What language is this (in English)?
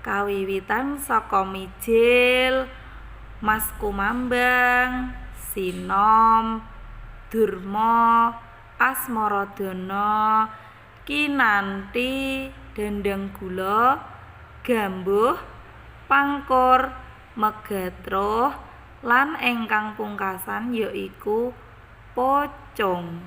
Javanese